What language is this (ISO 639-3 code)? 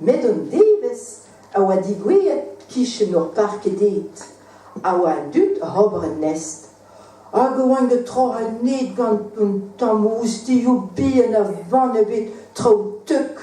bre